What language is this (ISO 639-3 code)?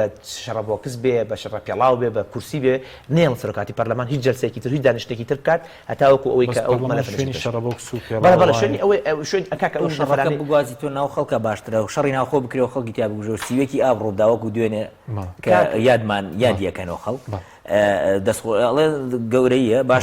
ckb